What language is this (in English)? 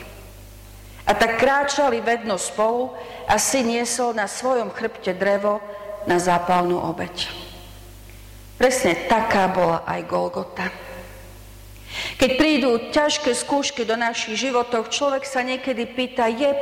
Slovak